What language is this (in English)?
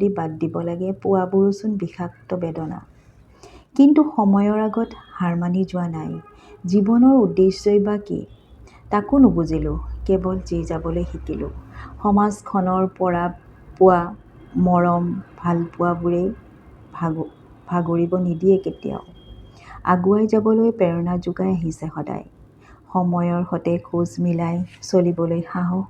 Assamese